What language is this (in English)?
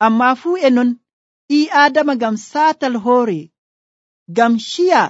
Nigerian Fulfulde